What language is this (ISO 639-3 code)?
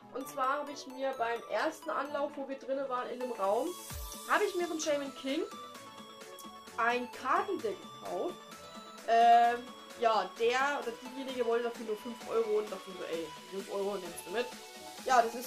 deu